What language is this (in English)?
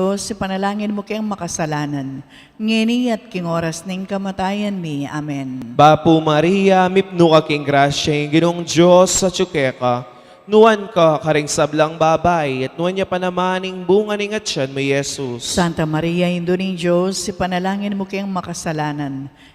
Pampanga